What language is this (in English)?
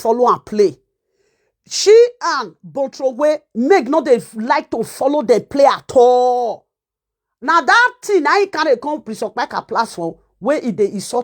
Nigerian Pidgin